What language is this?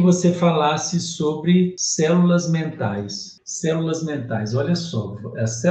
Portuguese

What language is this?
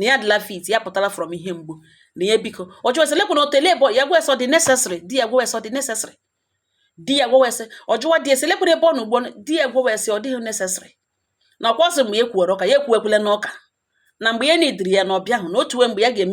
Igbo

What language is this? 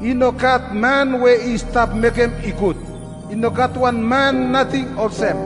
Bislama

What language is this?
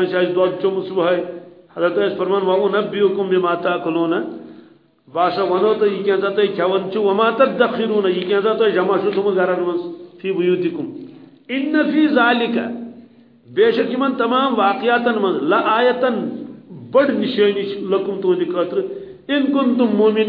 Kashmiri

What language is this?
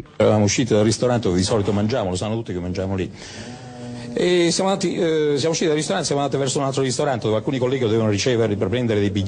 Italian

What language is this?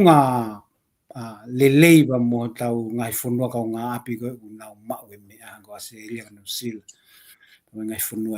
Tongan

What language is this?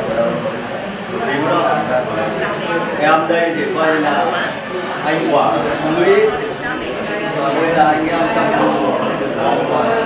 Vietnamese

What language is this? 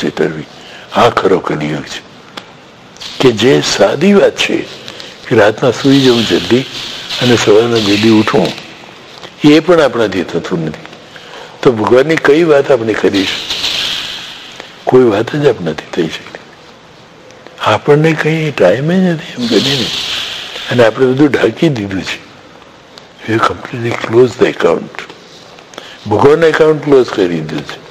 Gujarati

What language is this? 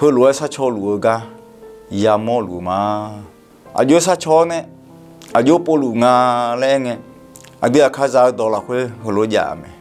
Akha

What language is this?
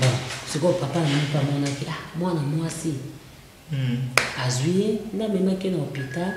Lingala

